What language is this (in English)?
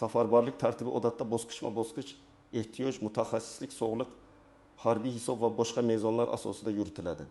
Uzbek